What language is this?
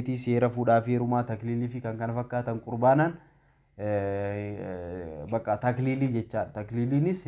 Oromo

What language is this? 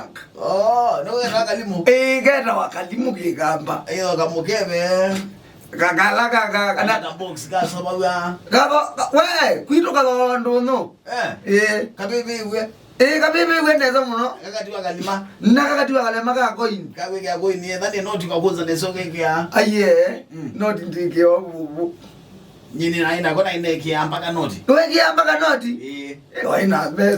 Kamba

